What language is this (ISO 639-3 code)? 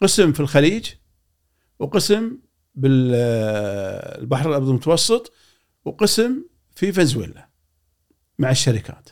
afb